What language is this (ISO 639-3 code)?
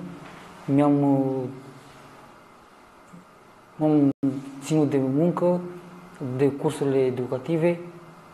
ron